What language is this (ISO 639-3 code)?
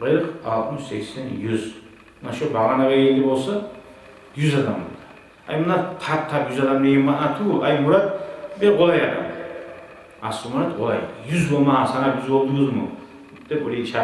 kum